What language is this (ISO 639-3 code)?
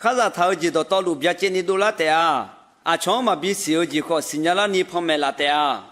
ahk